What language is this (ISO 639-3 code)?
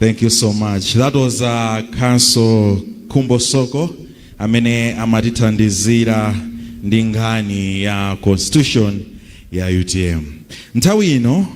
nya